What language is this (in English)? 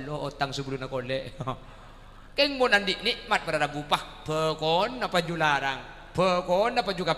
Madurese